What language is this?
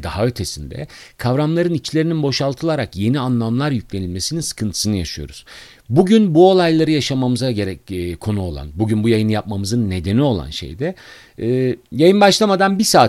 Turkish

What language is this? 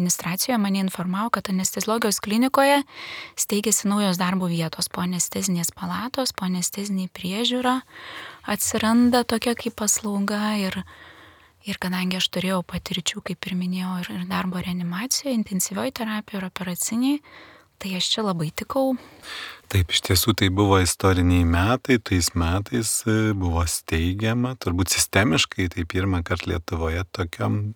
Lithuanian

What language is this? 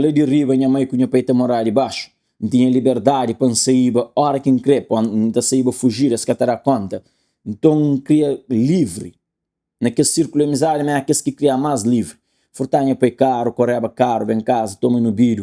Kabuverdianu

